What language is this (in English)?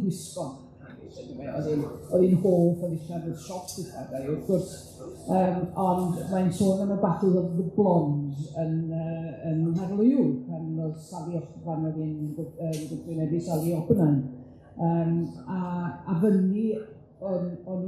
Welsh